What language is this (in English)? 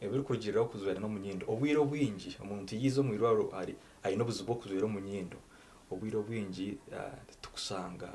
Nyankole